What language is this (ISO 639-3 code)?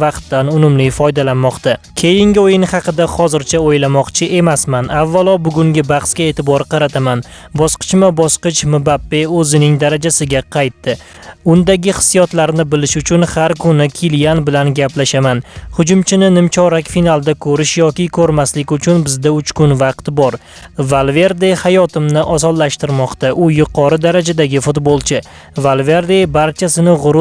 uzb